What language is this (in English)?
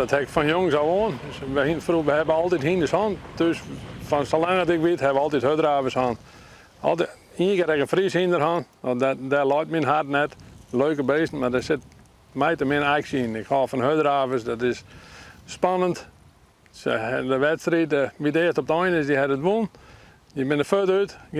Western Frisian